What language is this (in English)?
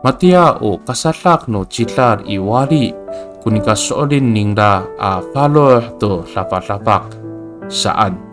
Amis